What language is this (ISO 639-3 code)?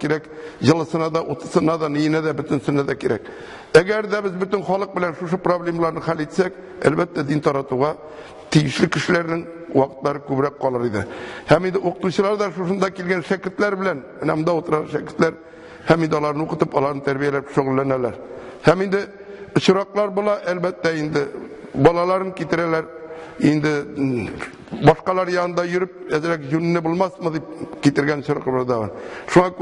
tat